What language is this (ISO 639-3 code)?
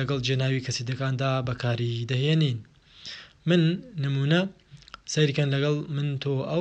ckb